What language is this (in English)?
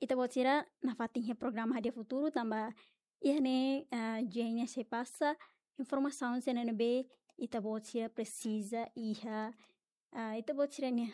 Tetum